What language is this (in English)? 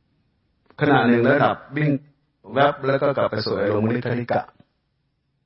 Thai